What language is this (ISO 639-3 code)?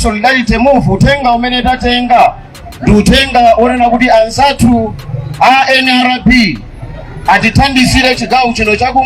nya